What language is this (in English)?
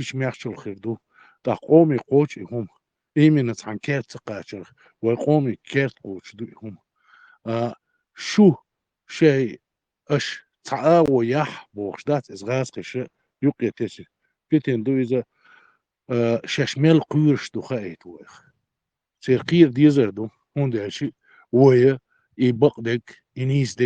Chechen